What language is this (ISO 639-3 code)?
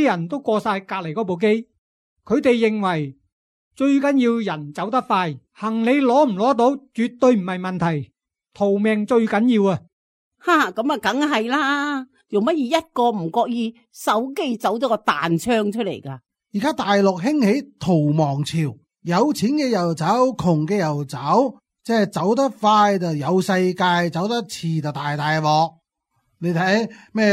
yue